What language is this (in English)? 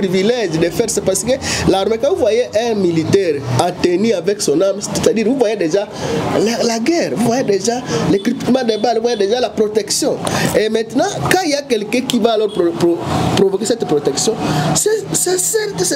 French